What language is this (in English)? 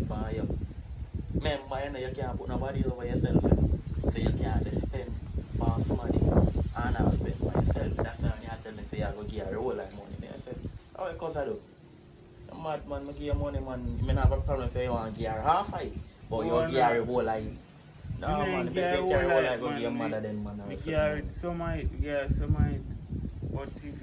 Jamaican Creole English